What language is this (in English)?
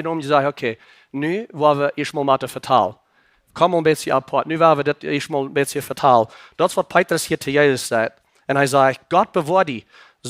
Plautdietsch